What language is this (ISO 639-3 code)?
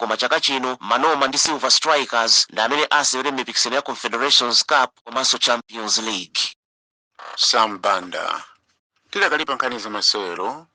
nya